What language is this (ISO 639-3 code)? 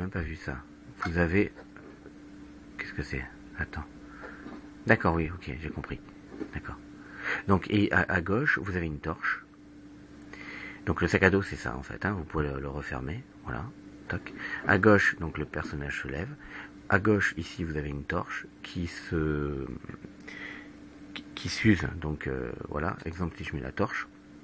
fra